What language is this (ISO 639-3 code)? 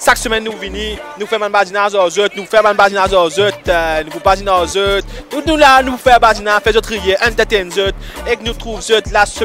mfe